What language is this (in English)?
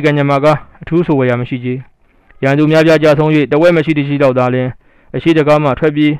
Burmese